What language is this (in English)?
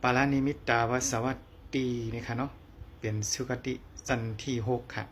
Shan